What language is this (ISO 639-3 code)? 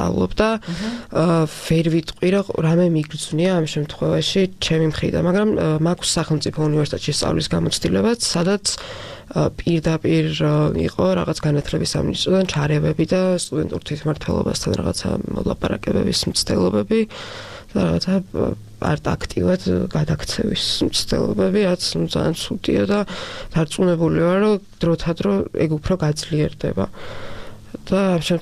kat